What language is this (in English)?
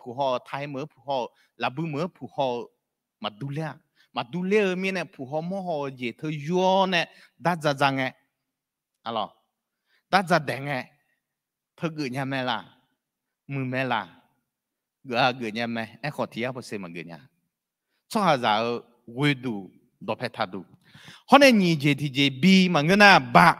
Akha